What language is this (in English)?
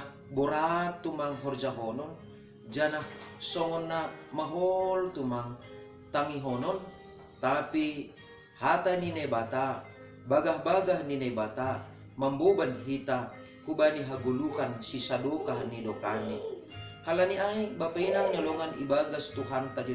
Batak Simalungun